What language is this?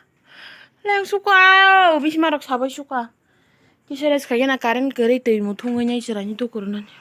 Kok Borok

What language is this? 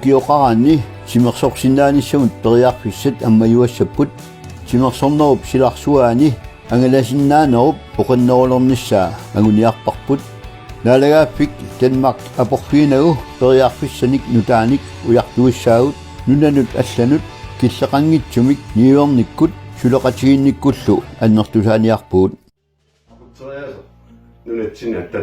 Kalaallisut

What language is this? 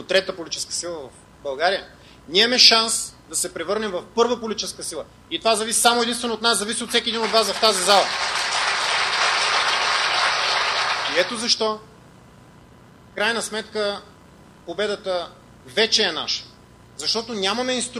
Bulgarian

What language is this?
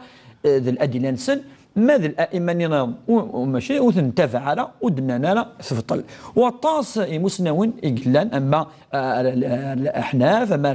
Kabyle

